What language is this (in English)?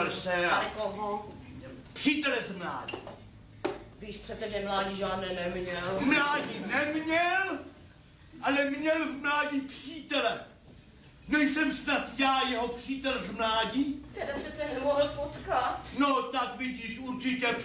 Czech